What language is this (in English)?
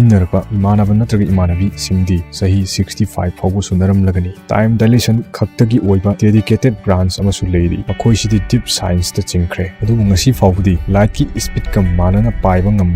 Manipuri